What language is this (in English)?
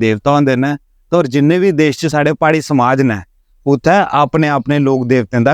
Dogri